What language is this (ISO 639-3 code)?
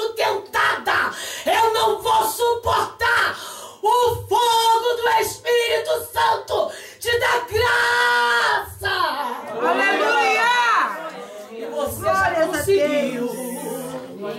por